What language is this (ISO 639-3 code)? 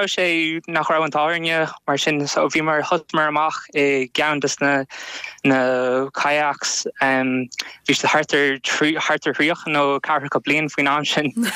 gle